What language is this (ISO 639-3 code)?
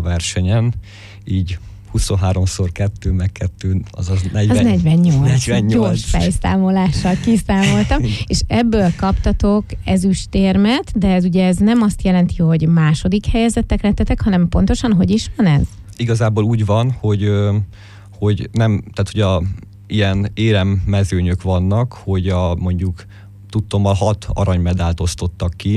hun